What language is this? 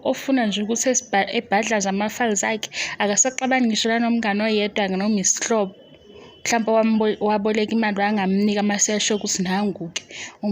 Zulu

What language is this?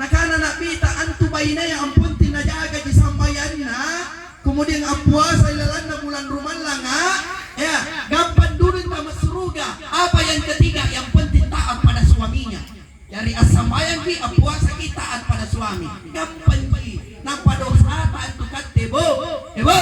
Makasar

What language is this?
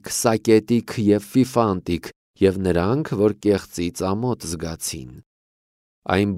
Armenian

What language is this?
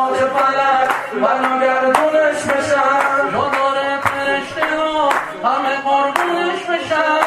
Persian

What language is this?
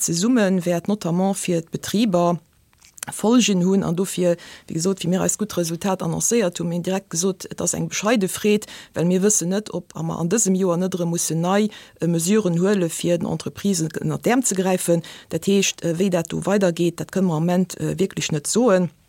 Luxembourgish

